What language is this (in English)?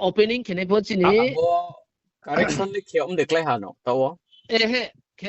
Riang (India)